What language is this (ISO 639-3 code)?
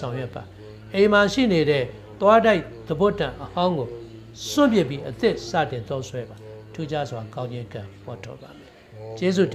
mya